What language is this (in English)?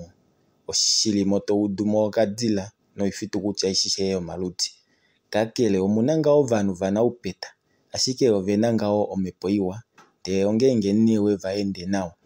Kuanyama